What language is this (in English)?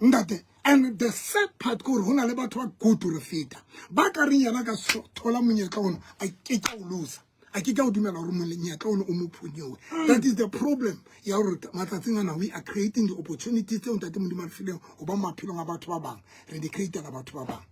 Southern Sotho